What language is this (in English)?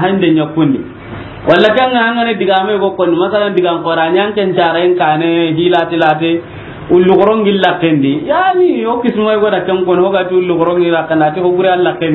Soninke